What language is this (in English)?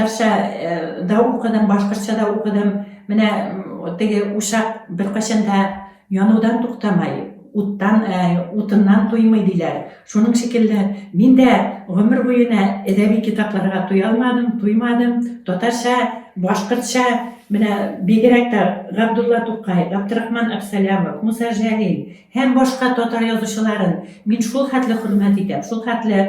Bashkir